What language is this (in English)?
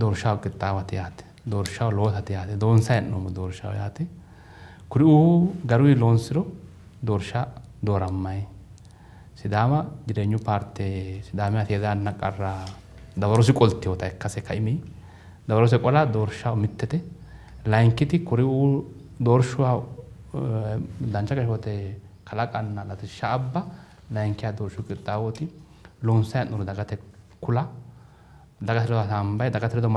Sidamo